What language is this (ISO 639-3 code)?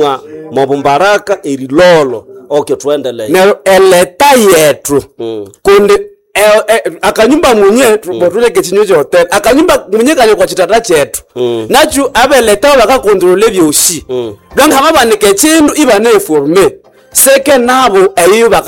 nnb